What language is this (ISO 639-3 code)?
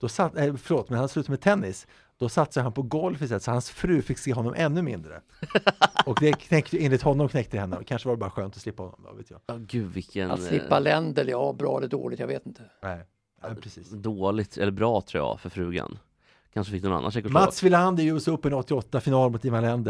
swe